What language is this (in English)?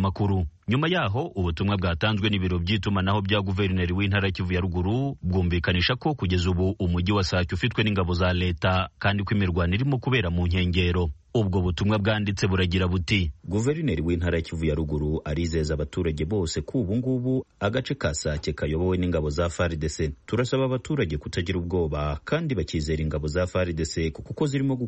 Kinyarwanda